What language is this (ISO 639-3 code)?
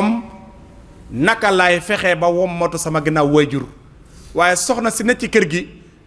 wol